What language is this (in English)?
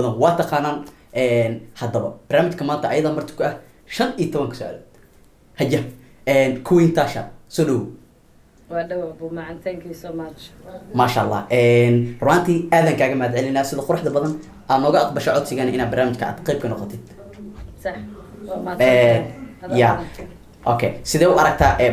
Somali